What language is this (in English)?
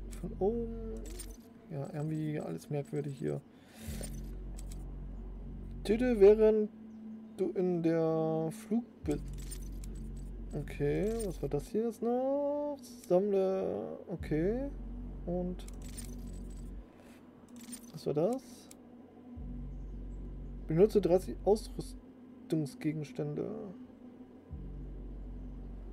German